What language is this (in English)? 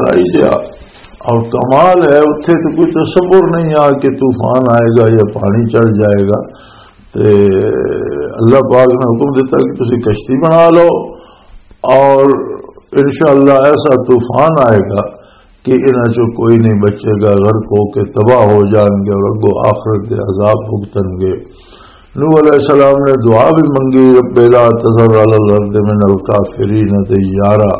Western Panjabi